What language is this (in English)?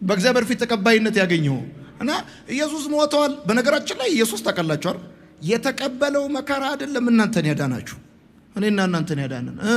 Amharic